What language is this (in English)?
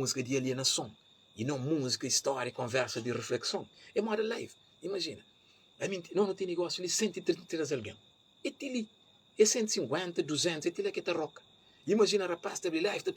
Kabuverdianu